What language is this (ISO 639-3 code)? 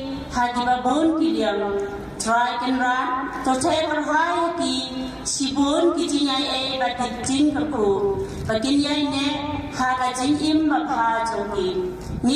kha